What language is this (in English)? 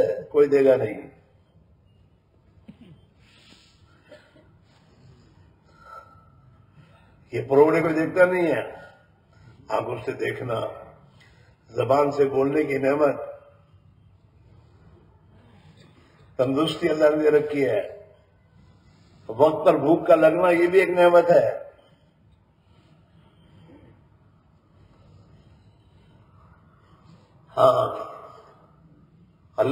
Urdu